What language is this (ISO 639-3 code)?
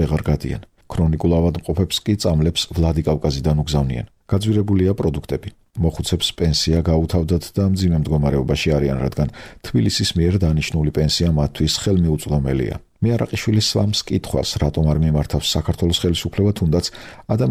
kat